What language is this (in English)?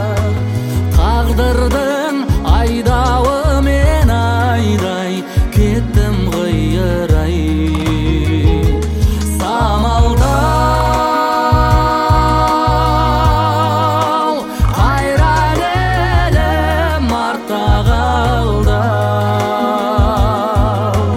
Kazakh